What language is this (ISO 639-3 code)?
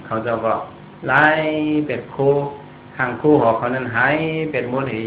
shn